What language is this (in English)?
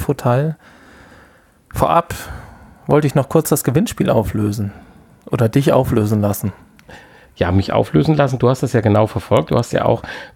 German